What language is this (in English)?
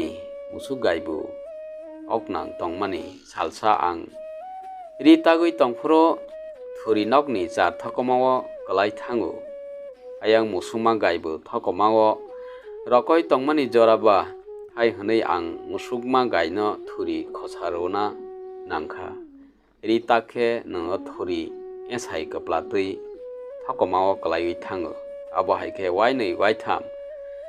Kok Borok